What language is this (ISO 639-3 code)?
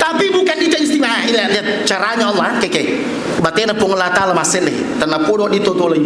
bug